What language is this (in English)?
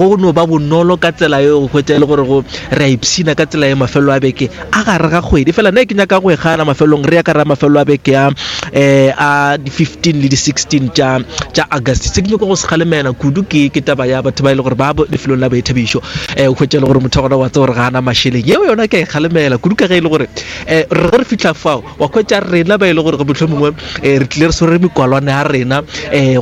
Northern Sotho